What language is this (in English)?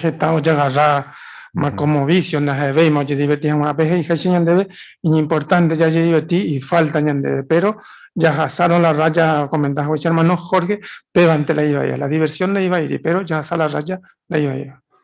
Guarani